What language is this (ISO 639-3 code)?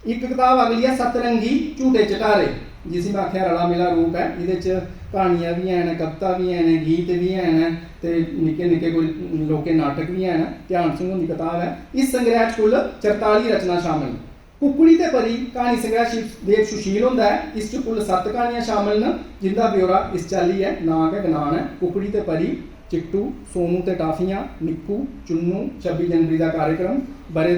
doi